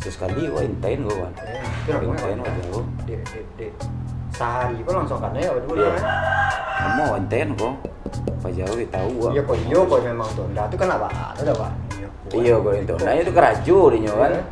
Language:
Minangkabau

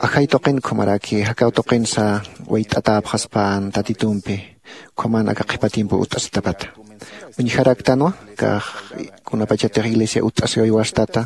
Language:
Aymara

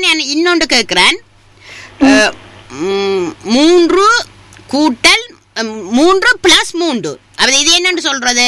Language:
Tamil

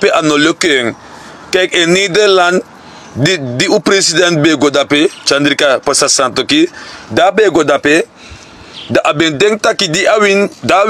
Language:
Sranan Tongo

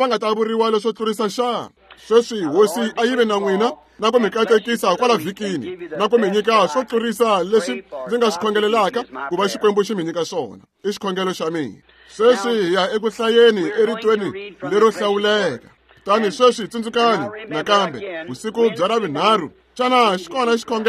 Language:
Tsonga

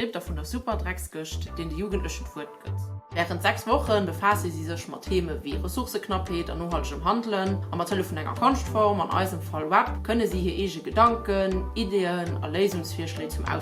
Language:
Luxembourgish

